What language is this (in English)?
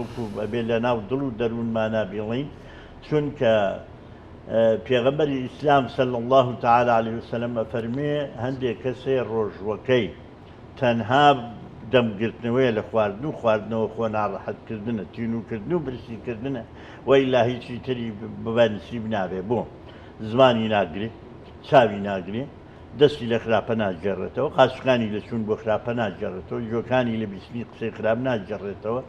Central Kurdish